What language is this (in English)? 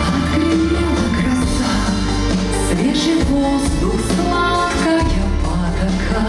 Yakut